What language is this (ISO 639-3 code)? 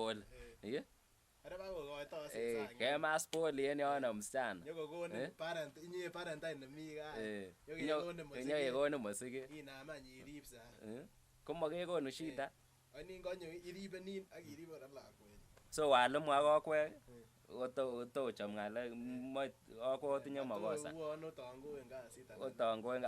kln